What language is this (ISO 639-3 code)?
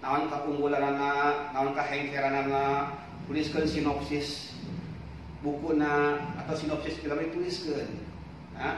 sun